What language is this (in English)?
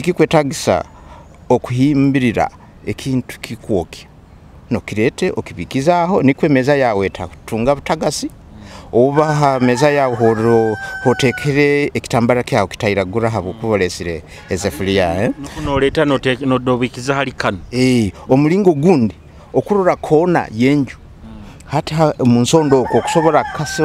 Nyoro